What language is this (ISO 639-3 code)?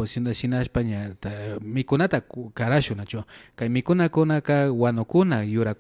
qvi